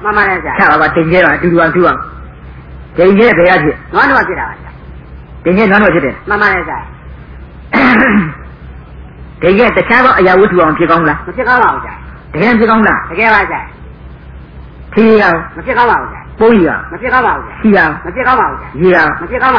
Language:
Burmese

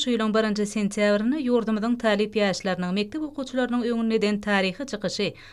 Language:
Turkmen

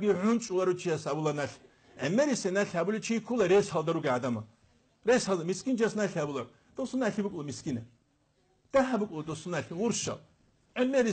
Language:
Avaric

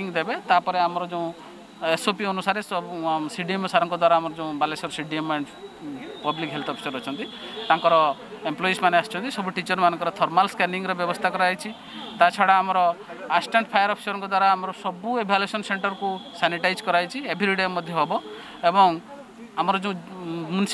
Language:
Odia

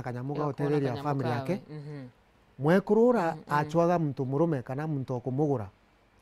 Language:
Meru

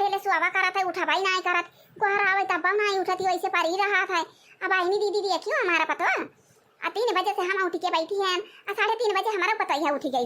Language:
Awadhi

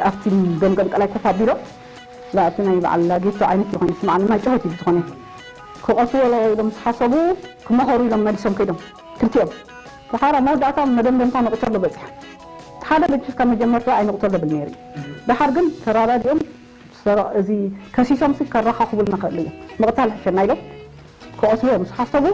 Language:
Tigrinya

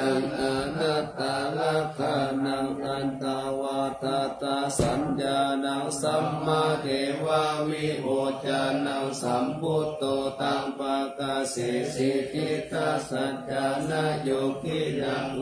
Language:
Pali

